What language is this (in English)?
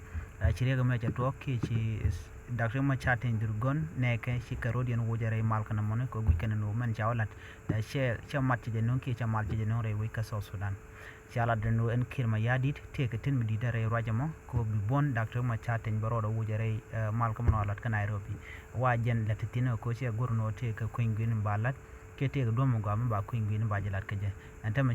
Nuer